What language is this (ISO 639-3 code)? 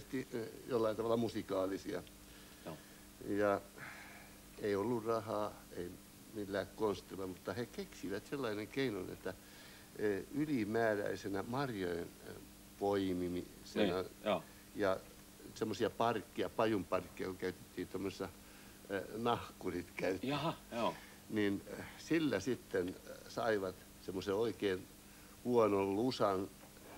fin